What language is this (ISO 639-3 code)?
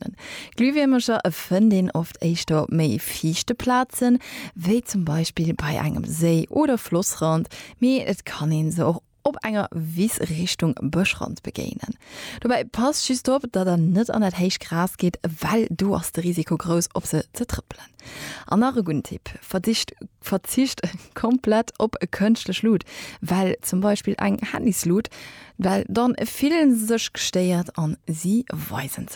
ltz